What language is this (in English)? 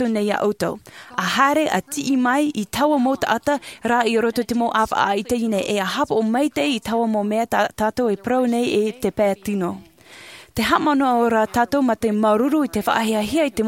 Tahitian